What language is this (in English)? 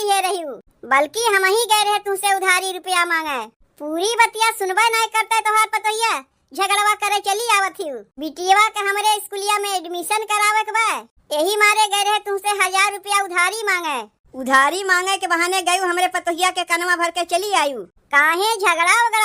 Awadhi